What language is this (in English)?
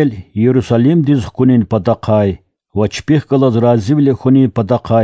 Lezghian